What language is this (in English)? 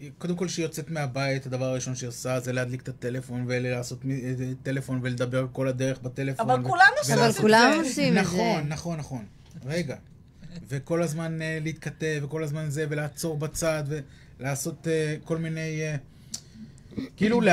Hebrew